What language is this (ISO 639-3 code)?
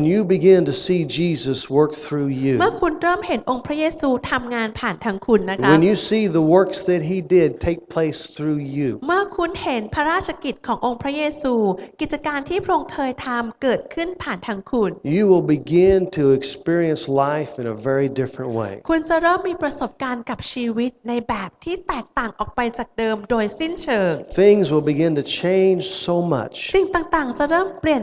tha